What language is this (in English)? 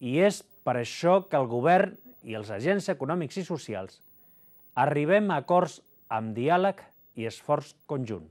Catalan